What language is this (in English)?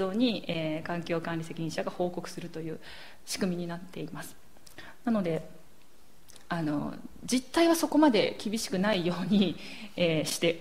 Japanese